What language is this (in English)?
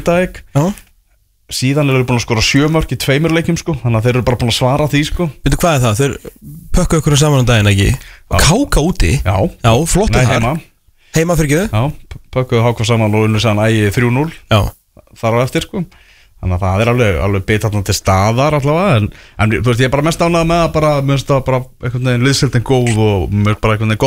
Icelandic